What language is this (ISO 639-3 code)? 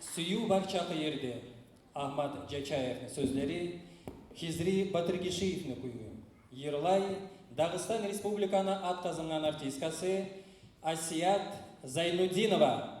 kum